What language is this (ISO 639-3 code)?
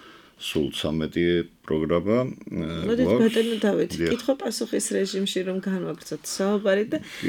kat